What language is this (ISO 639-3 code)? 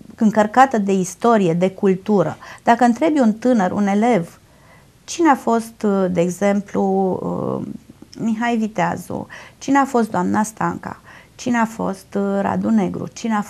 ron